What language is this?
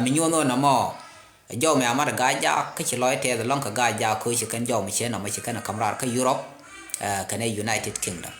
Nuer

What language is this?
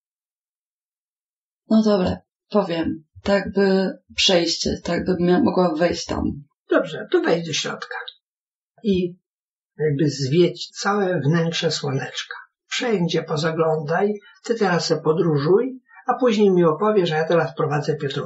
Polish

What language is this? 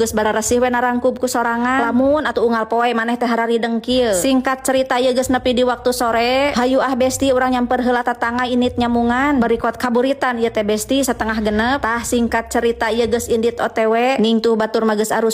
Sundanese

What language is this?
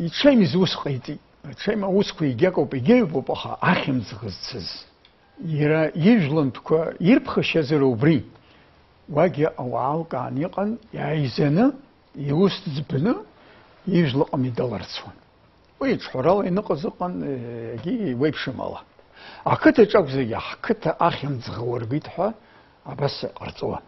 Abkhazian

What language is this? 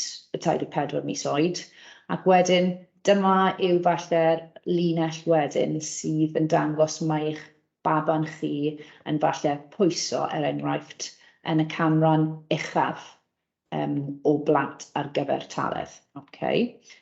Welsh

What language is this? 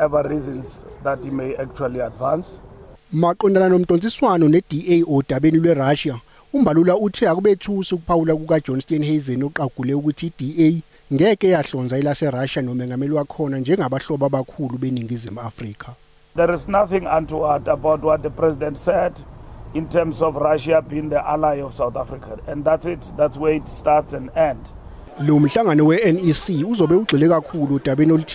Zulu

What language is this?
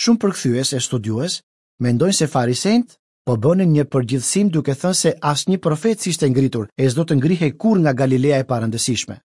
Albanian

